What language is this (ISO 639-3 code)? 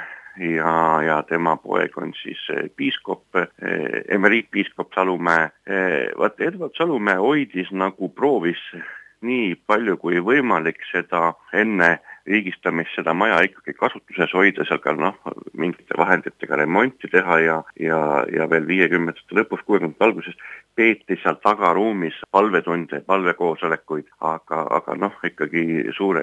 est